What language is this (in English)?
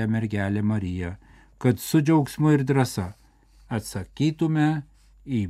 Lithuanian